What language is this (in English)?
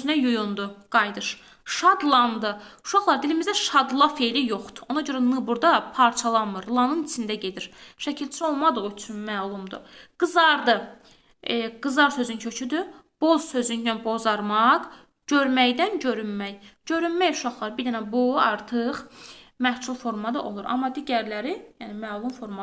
Azerbaijani